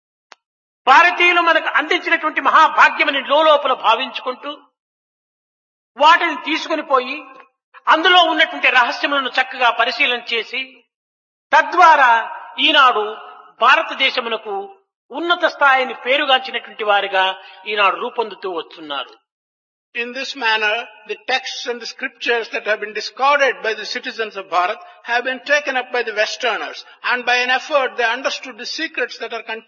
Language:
Telugu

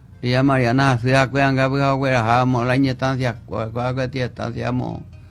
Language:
Guarani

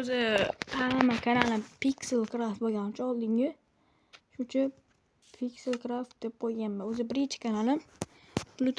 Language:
Uzbek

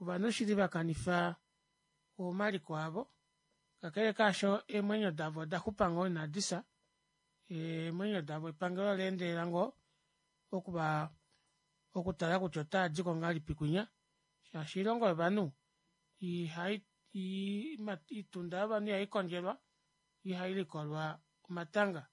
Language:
Kuanyama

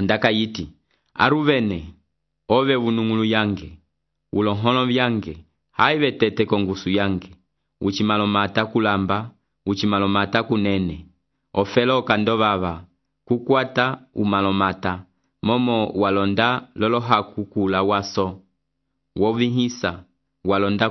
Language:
Umbundu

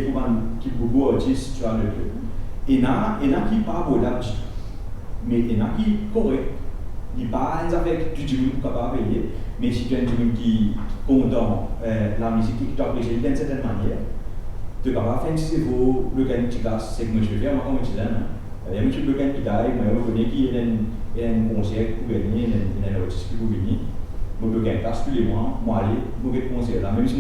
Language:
Morisyen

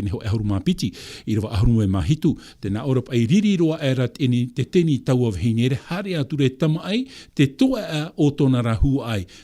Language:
Tahitian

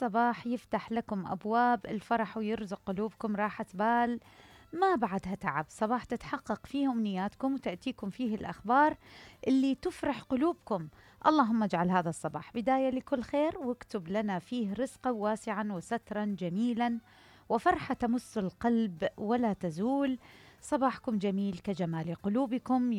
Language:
Mesopotamian Arabic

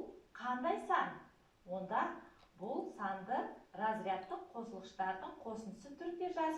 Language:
Kazakh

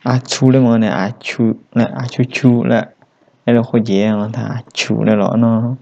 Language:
Lahu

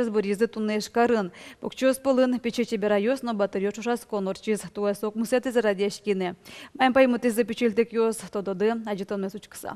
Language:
Udmurt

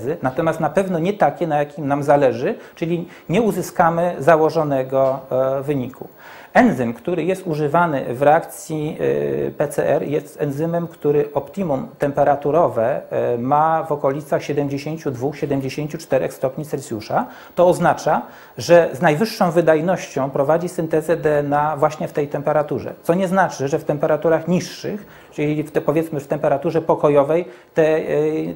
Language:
Polish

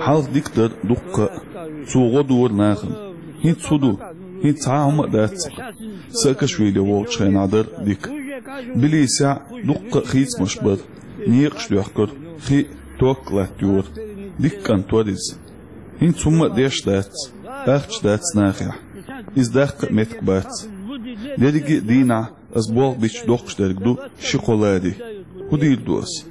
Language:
Chechen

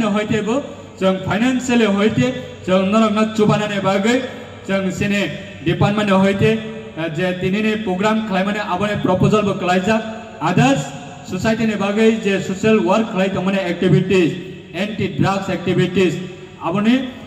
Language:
Riang (India)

